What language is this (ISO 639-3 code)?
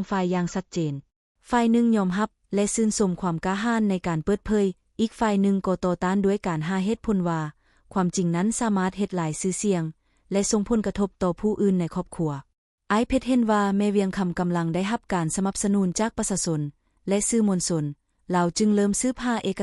lao